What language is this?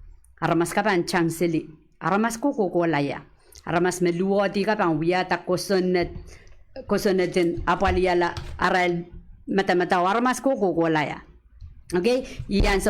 Pohnpeian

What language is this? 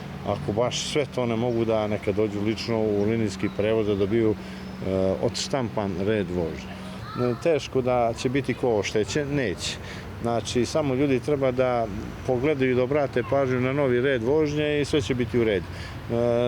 Bosnian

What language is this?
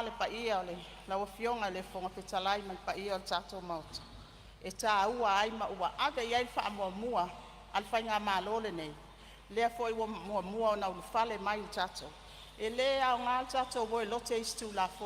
Samoan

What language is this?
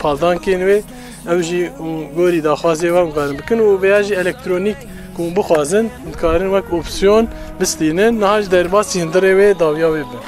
Kurdish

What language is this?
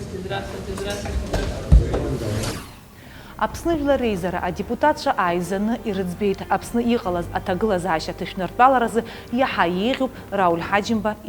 Abkhazian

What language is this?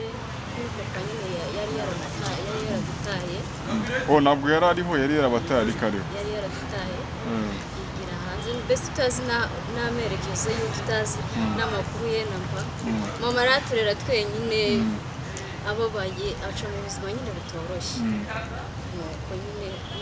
Kinyarwanda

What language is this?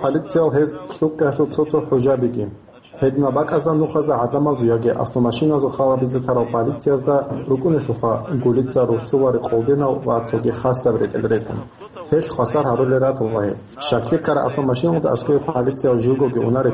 Avaric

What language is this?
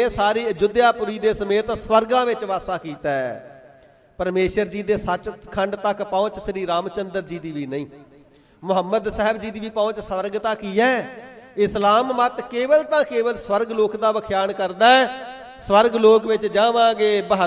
Punjabi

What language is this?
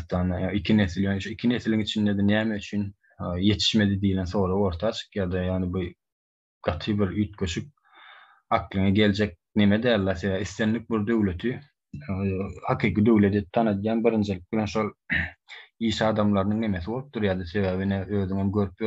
Turkmen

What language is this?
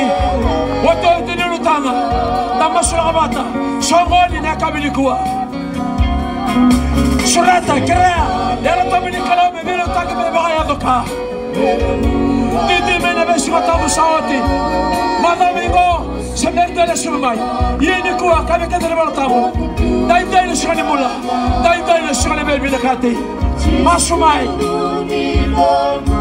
Swahili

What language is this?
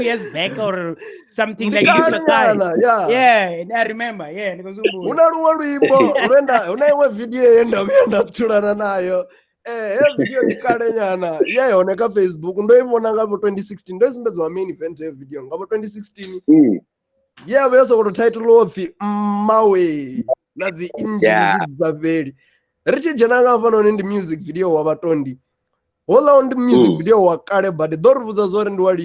Venda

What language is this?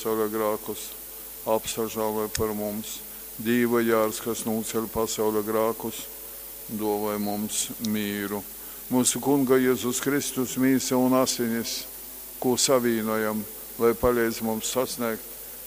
Latgalian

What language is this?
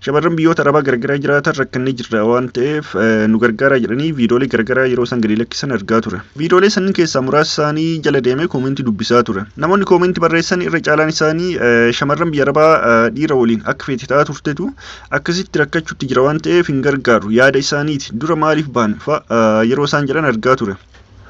Oromo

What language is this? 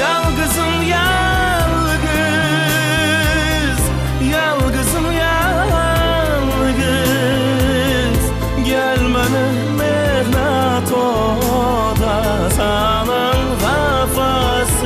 Kara-Kalpak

